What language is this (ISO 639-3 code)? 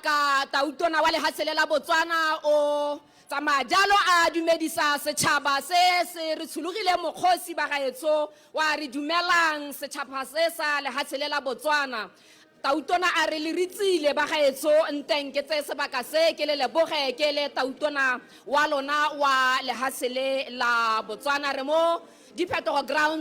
tsn